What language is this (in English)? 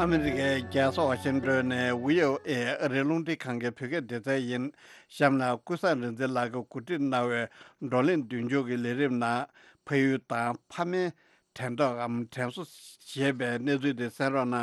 Tibetan